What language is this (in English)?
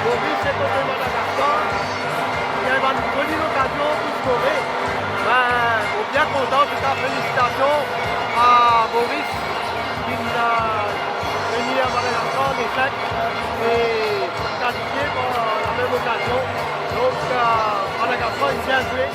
Morisyen